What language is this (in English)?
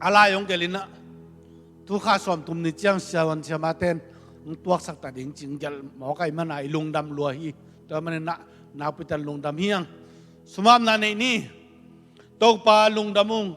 Tedim Chin